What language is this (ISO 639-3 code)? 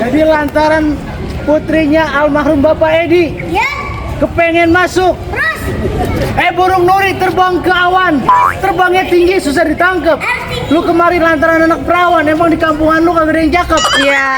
bew